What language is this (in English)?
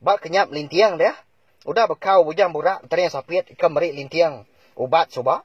Iban